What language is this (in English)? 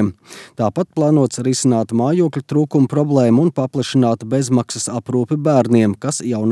Latvian